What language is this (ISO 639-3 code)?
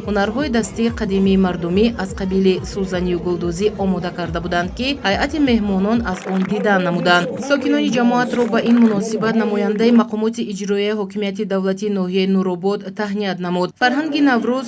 tgk